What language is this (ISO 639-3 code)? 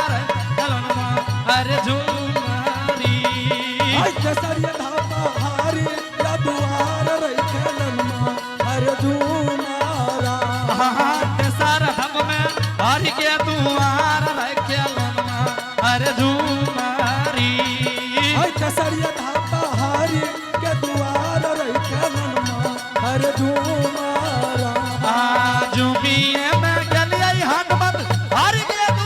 anp